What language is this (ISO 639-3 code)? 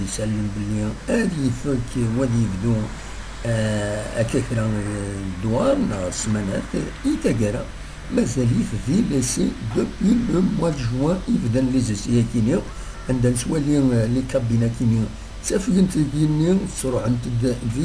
kab